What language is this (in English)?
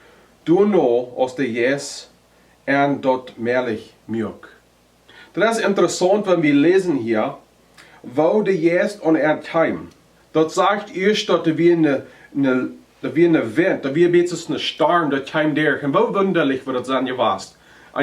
Plautdietsch